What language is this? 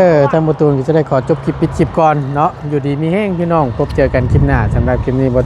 Northeastern Thai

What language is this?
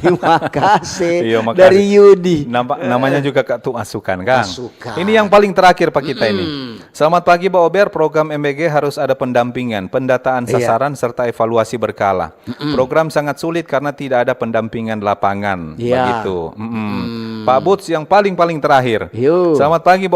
Manado Malay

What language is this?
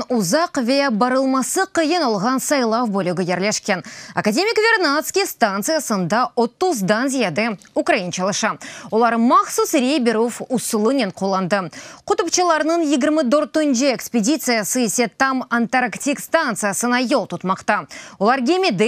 Crimean Tatar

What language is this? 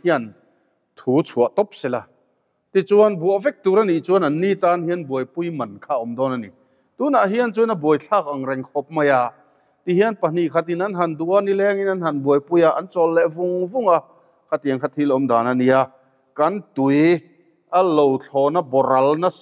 Mizo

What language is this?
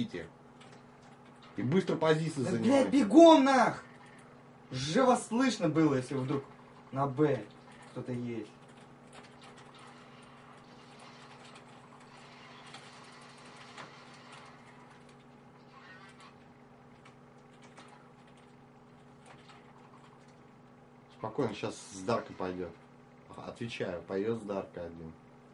Russian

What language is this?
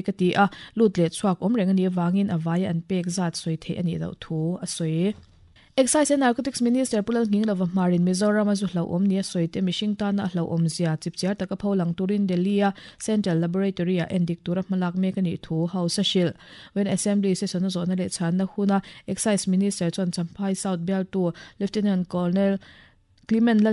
Mizo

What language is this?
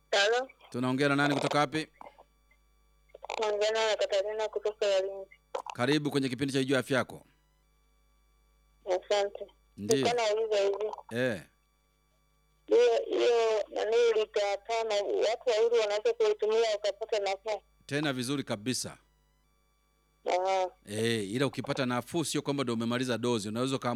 Swahili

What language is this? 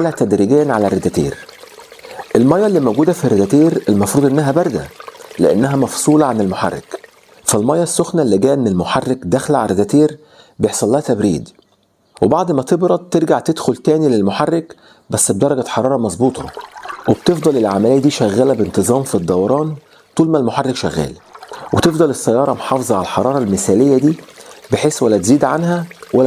Egyptian Arabic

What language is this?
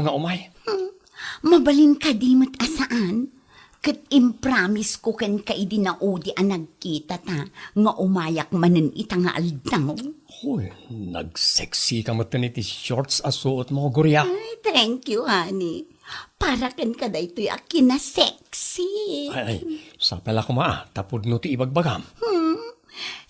Iloko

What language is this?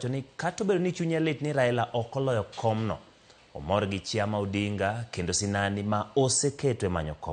Luo (Kenya and Tanzania)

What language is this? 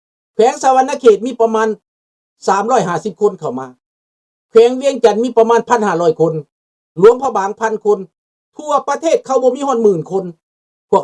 Lao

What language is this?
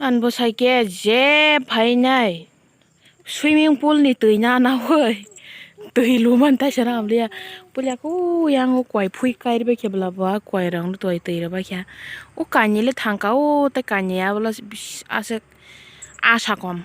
Kok Borok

